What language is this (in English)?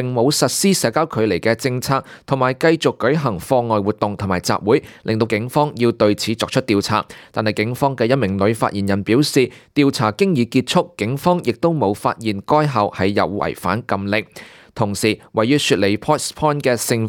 Cantonese